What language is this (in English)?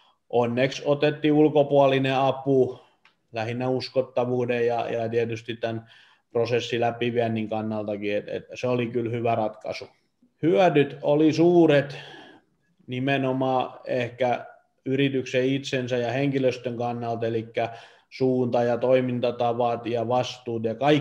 Finnish